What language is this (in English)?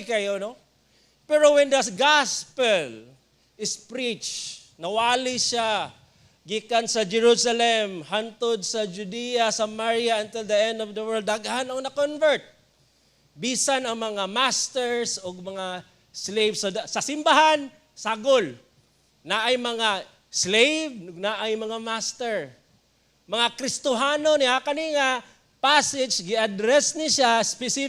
Cebuano